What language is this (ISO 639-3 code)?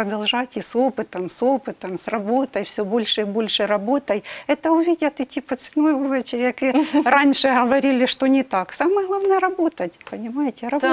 ukr